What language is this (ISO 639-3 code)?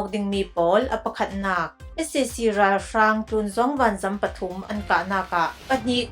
cfm